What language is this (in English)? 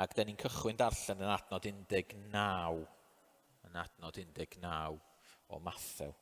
Welsh